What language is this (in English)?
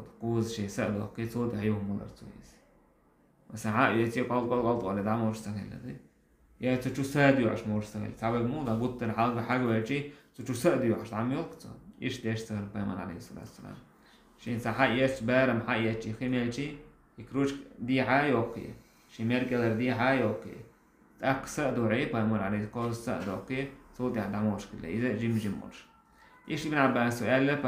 Chechen